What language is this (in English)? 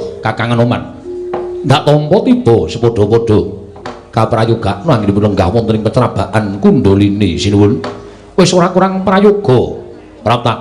Javanese